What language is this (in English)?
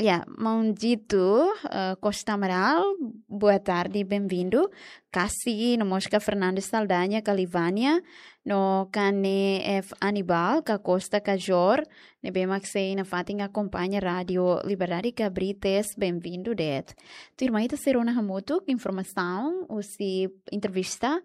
Tetum